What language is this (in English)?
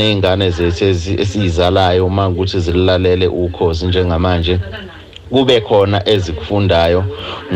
Zulu